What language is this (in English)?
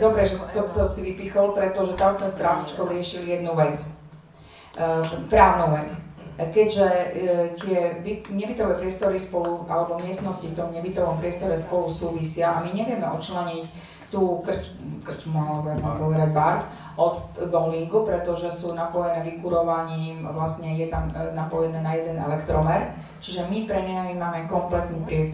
Slovak